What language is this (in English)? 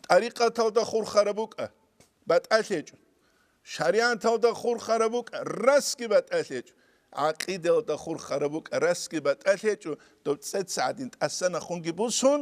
Avaric